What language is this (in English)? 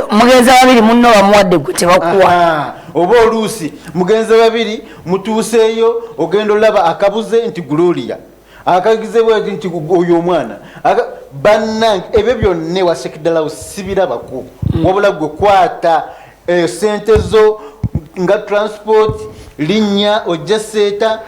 Ganda